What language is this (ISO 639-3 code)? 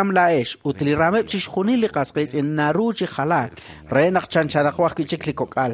kek